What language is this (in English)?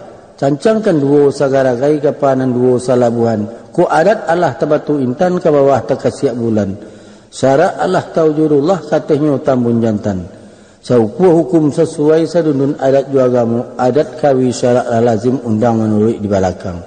Minangkabau